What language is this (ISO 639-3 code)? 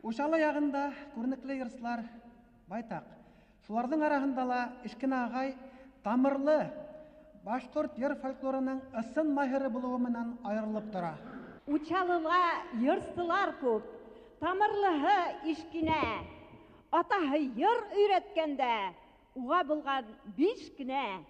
bak